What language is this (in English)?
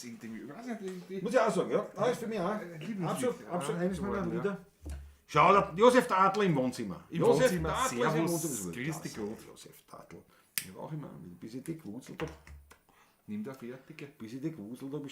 Bavarian